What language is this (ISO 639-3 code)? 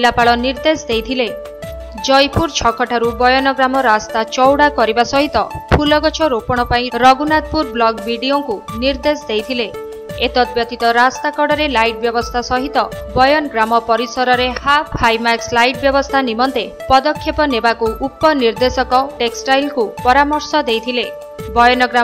ori